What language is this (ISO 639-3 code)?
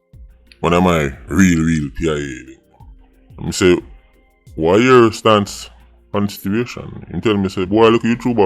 jam